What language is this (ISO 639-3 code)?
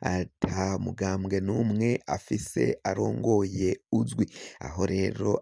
run